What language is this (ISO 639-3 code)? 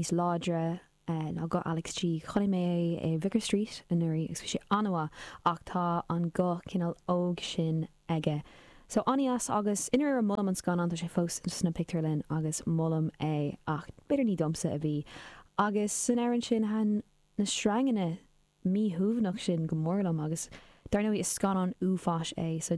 gle